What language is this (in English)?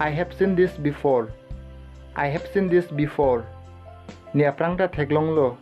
Karbi